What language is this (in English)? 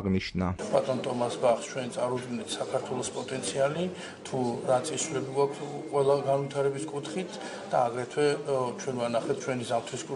Georgian